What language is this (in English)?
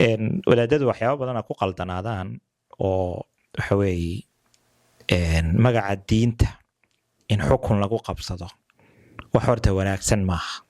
Somali